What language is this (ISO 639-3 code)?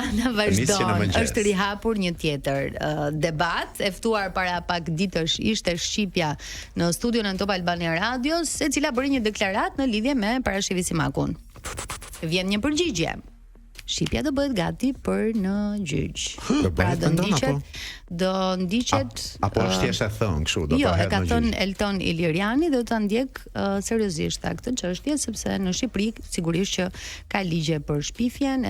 sqi